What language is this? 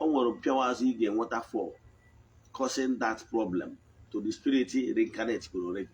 Igbo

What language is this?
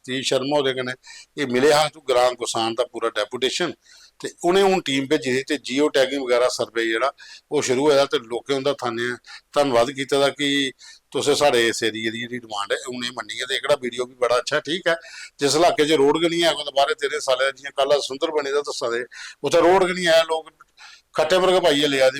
Dogri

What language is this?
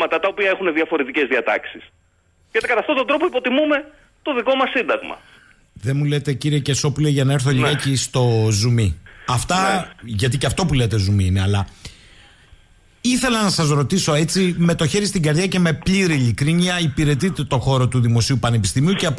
Greek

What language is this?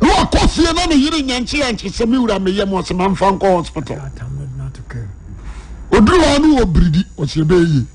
Akan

